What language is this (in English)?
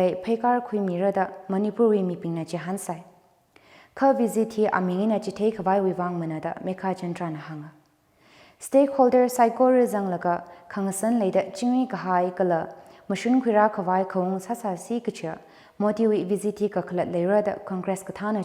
Tangkhul Naga (India)